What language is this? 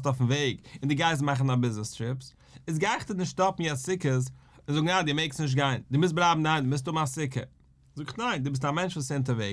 Yiddish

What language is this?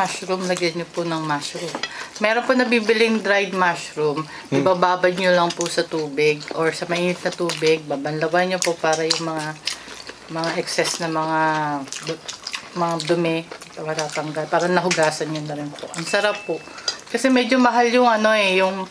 Filipino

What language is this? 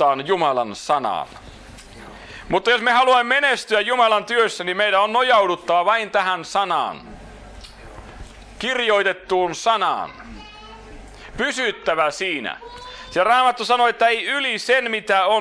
Finnish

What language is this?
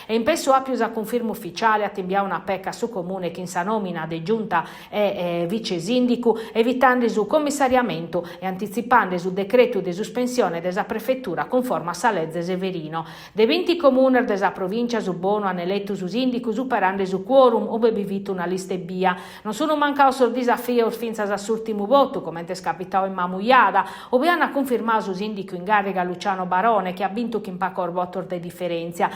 Sardinian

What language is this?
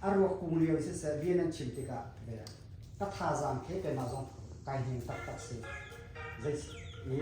Hakha Chin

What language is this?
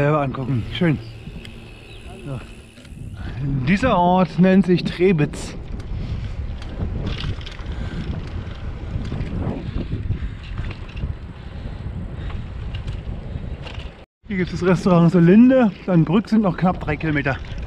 German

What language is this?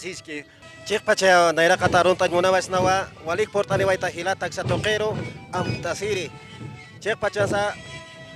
Aymara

